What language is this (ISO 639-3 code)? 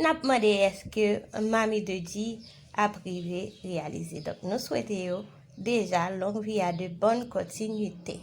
hat